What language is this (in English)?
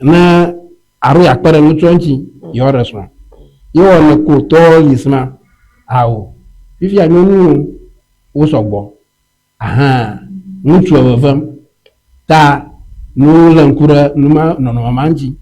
Ewe